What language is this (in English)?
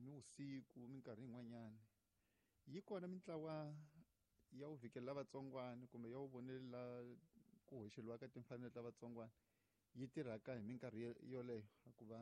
Tsonga